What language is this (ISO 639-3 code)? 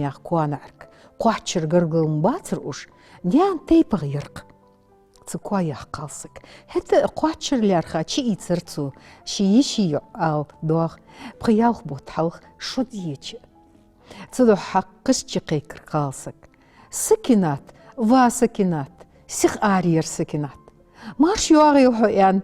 inh